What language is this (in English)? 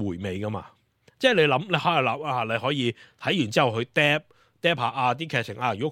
Cantonese